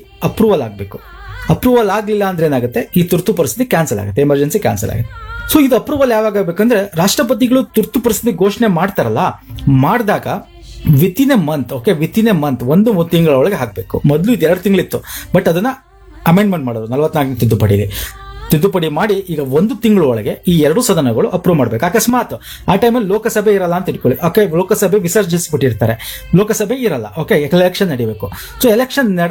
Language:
Kannada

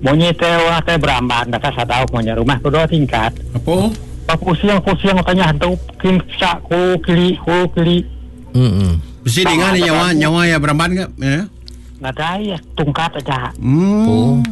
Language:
Iban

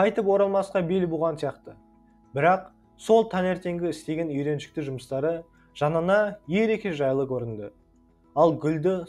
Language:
Kazakh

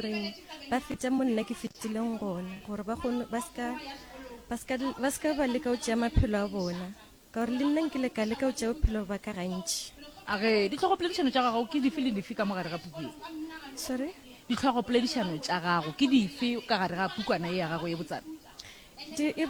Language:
Northern Sotho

